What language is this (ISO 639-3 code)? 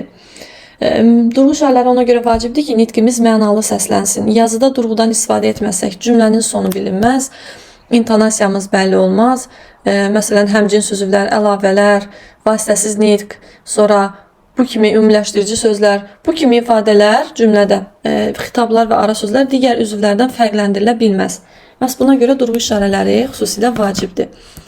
aze